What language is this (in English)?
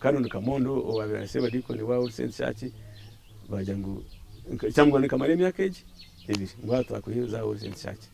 Nyankole